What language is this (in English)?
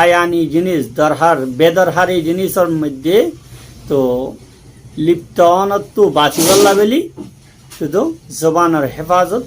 Rohingya